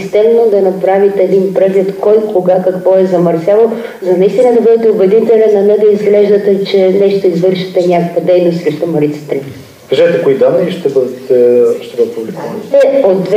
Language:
Bulgarian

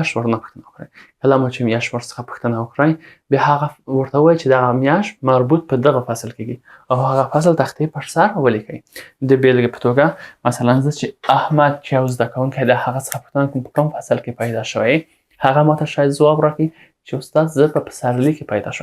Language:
Pashto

